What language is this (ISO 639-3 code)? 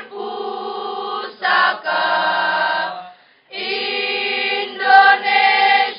ind